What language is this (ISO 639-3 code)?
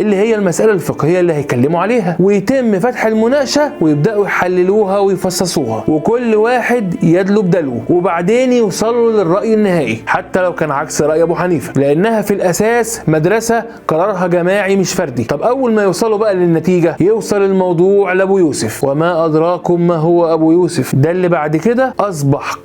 arz